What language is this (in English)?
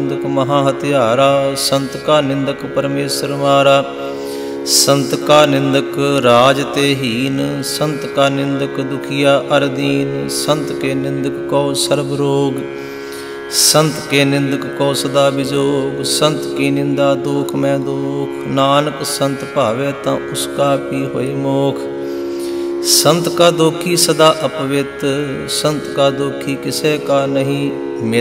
Punjabi